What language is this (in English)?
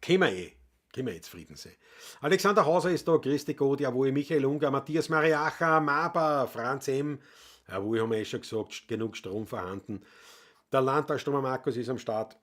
Bavarian